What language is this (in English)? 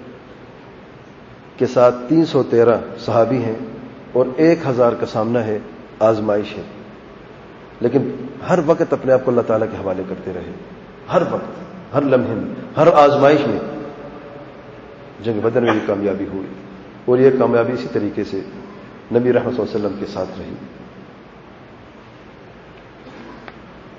Urdu